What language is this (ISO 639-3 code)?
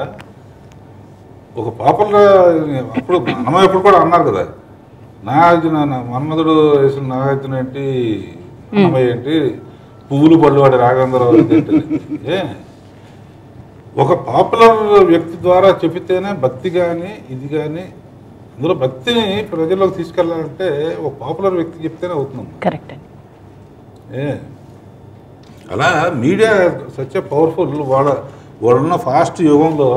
tel